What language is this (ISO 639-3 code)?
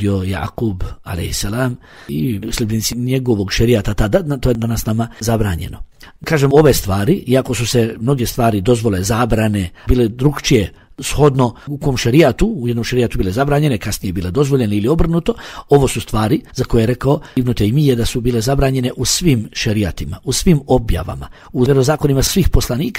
bos